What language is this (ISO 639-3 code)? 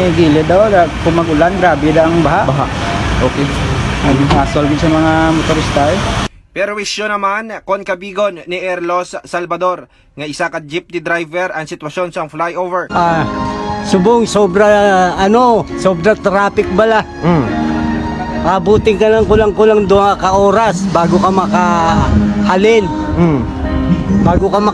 hil